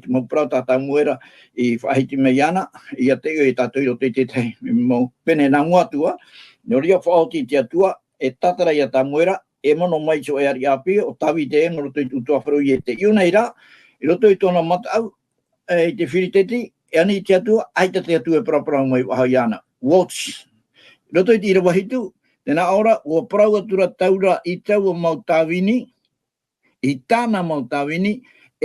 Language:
Tahitian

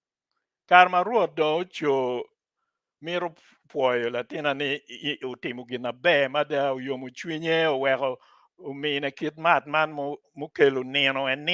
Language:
Acoli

